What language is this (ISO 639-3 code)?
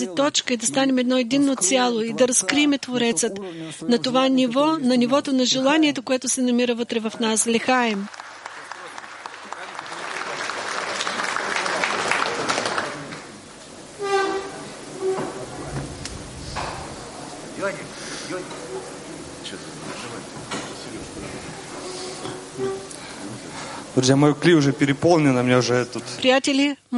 bul